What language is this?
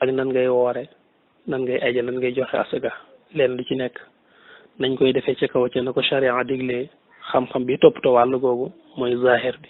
Wolof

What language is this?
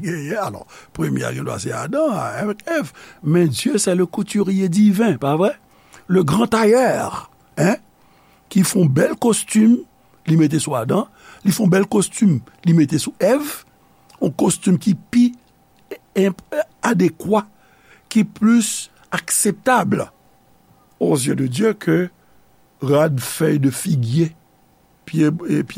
Haitian Creole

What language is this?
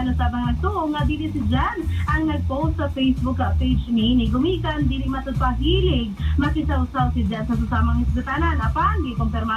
Cebuano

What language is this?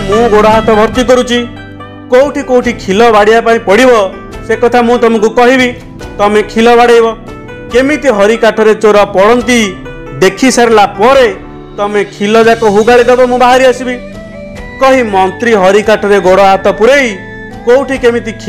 Odia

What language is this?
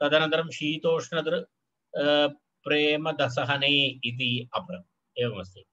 Sanskrit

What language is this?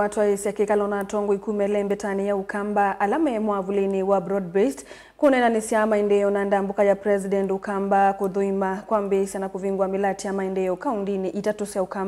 Kamba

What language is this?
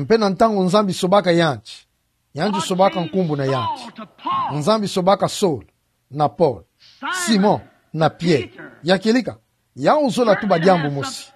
Kituba (Democratic Republic of Congo)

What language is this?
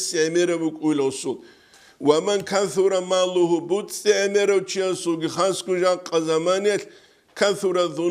Avaric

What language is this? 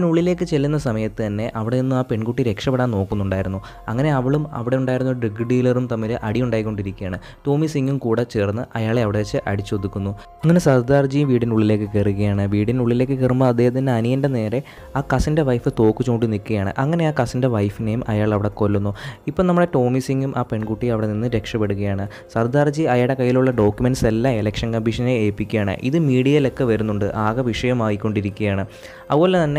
Malayalam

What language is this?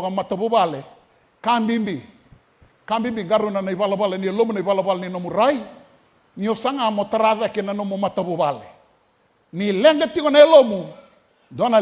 Fijian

